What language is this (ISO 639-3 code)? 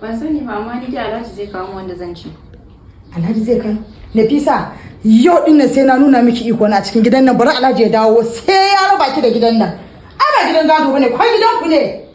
hau